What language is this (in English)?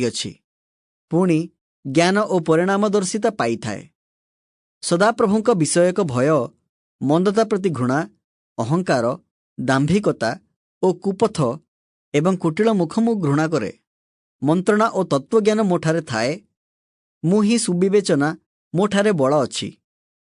Odia